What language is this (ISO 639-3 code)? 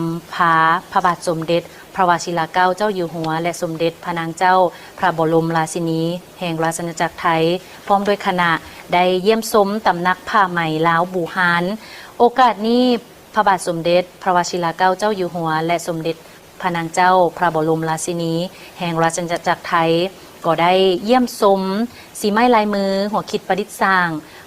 lao